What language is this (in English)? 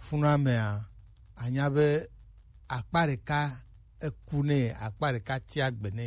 Gen